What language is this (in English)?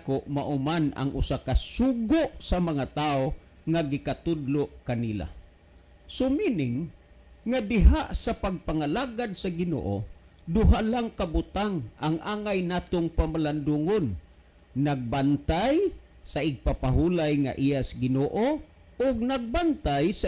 Cebuano